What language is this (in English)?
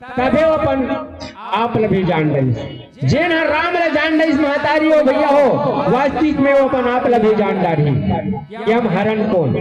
Chhattisgarhi